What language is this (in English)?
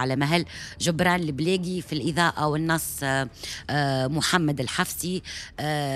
Tunisian Arabic